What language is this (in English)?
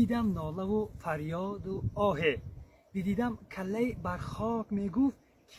Tajik